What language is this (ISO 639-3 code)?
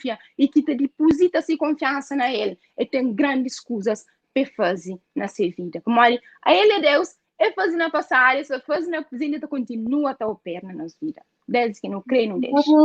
kea